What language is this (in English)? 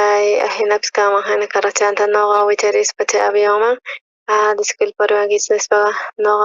South Bolivian Quechua